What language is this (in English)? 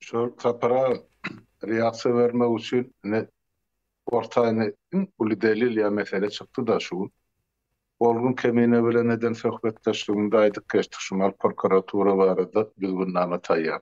Turkmen